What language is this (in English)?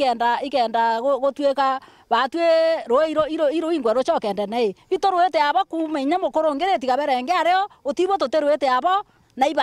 Meru